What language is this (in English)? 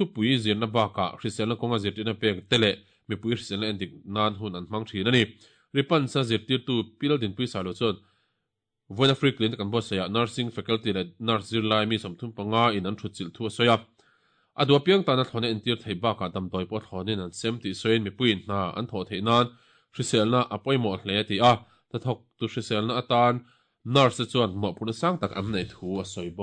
Mizo